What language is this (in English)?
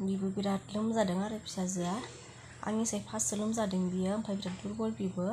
Bodo